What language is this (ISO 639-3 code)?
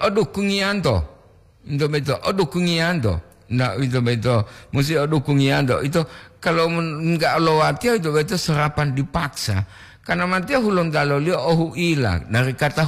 gor